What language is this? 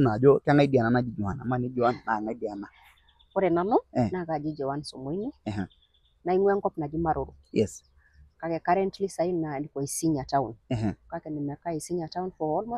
Masai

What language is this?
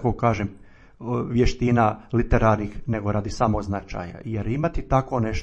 Croatian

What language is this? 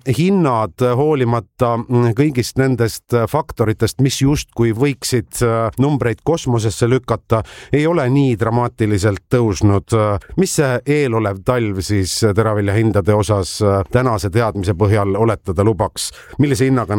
Estonian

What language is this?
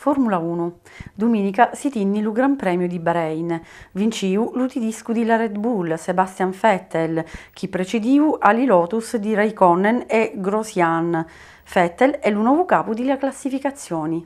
Sicilian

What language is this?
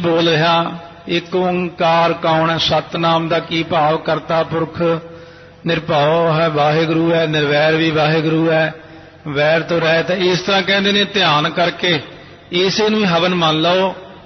Punjabi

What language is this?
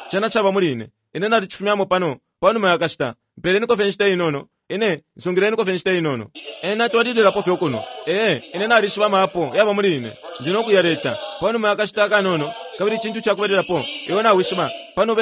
Bemba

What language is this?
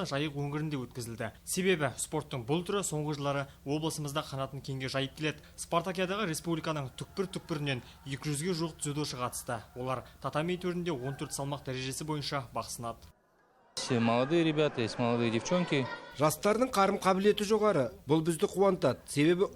Kazakh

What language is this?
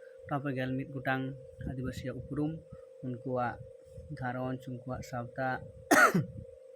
Santali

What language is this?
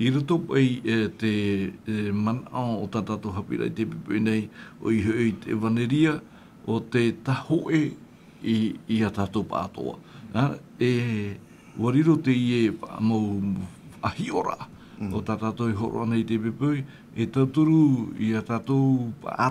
Tahitian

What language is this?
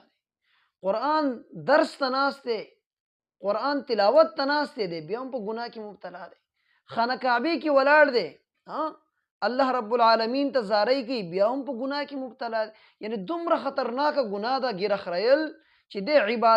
Pashto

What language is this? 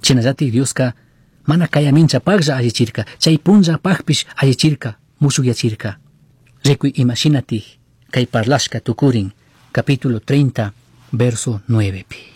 Chimborazo Highland Quichua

